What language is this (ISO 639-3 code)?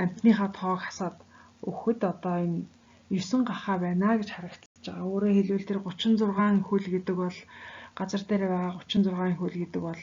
mon